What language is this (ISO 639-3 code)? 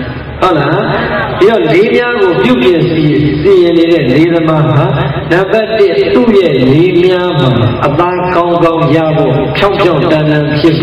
mya